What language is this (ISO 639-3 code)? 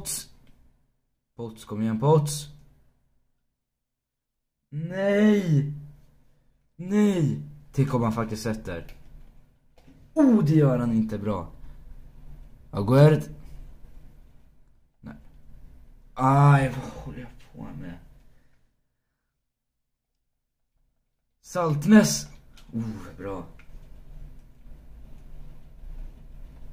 swe